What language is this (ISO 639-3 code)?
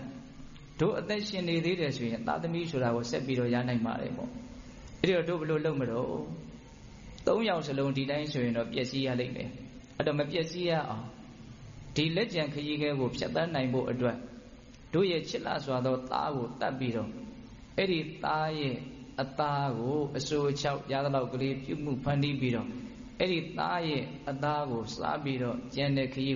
mya